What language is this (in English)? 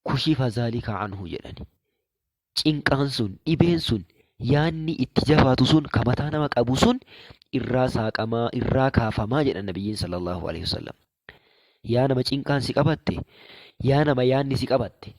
Oromo